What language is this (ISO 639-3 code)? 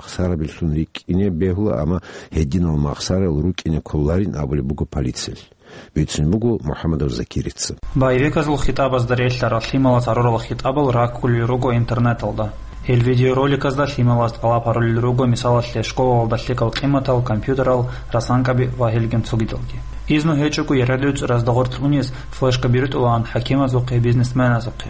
ava